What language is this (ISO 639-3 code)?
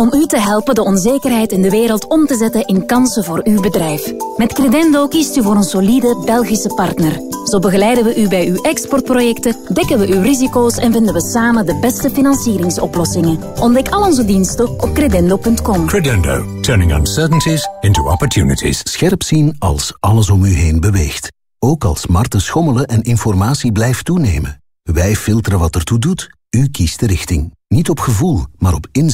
nld